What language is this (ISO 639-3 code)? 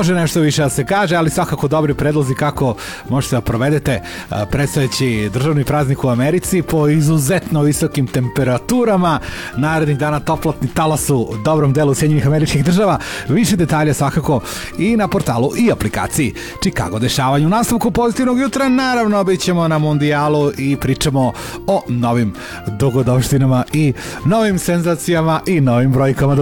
srp